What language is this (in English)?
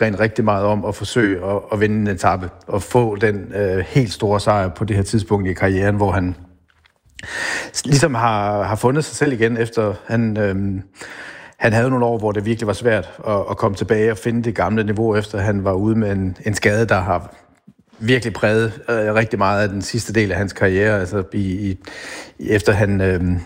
Danish